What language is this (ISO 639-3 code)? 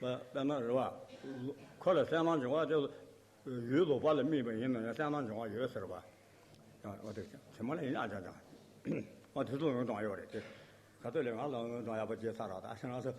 bod